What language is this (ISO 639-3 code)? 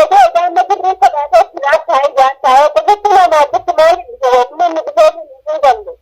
orm